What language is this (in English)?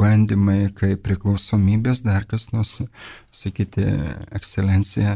Lithuanian